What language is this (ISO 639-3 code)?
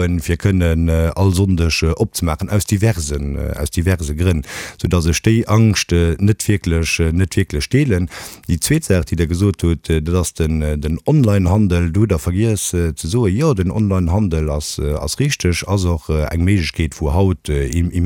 ltz